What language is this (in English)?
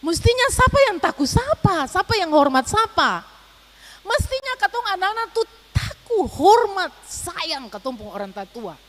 Ambonese Malay